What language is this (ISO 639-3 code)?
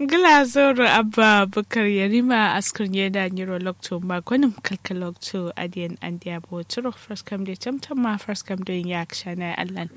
kau